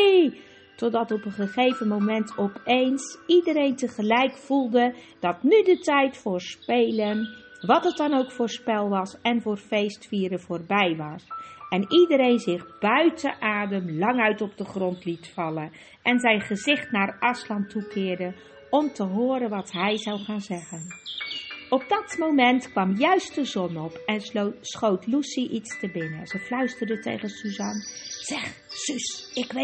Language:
Dutch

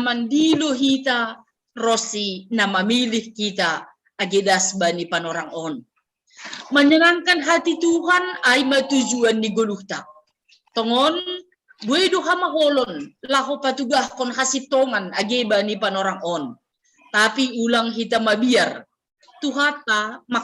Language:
Batak Simalungun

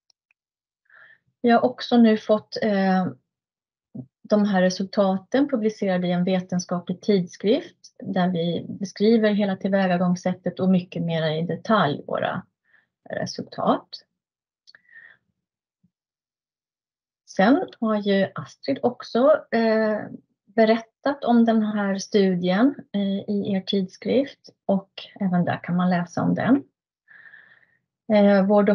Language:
Swedish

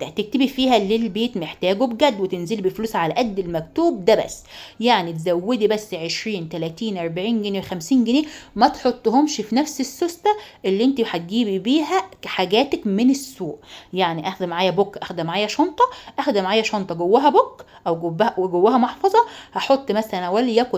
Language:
Egyptian Arabic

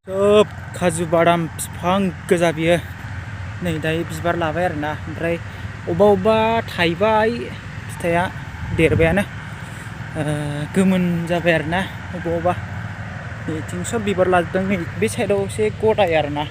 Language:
Bodo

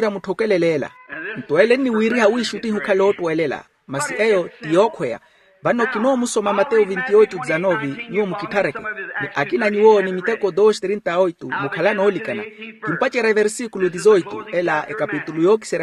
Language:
Makhuwa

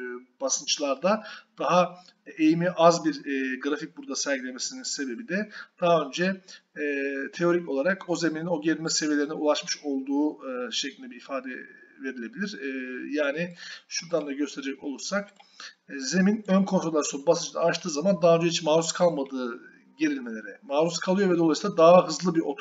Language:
Turkish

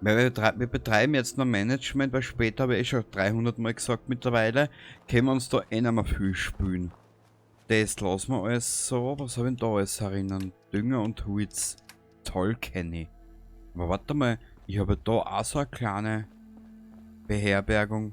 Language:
Bavarian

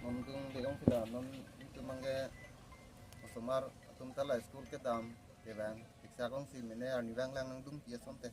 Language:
Karbi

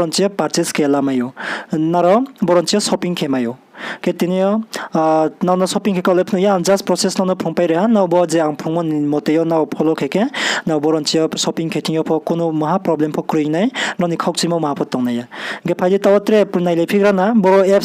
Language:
Riang (India)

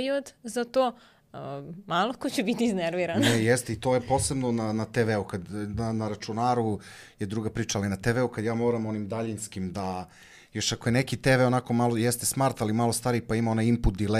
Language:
Serbian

